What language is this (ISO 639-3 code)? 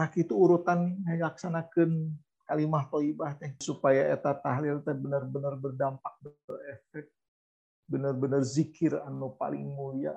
sun